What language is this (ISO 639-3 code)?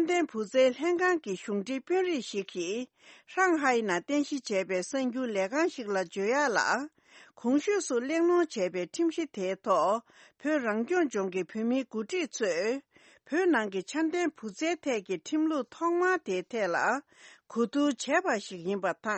bod